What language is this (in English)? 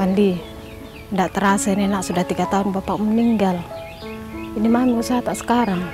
Makassar Malay